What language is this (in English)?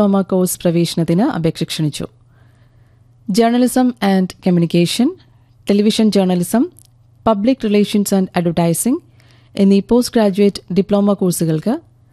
Malayalam